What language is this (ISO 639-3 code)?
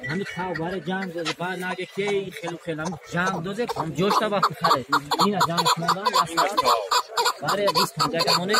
tgk